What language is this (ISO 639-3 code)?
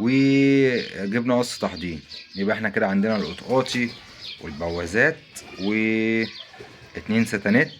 arz